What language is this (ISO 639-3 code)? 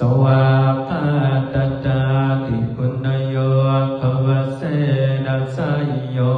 pli